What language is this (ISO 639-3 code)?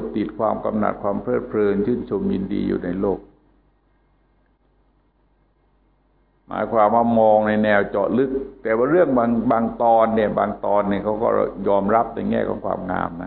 tha